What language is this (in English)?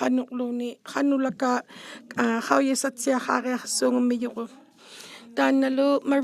Inuktitut